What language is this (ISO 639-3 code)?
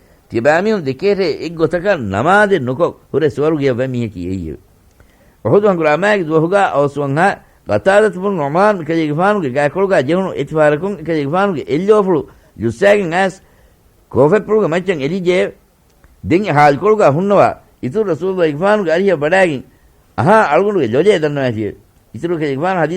div